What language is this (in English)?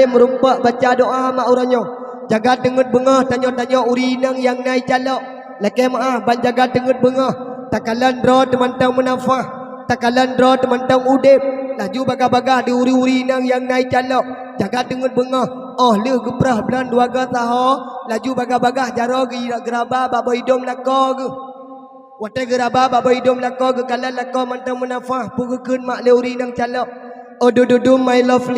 Achinese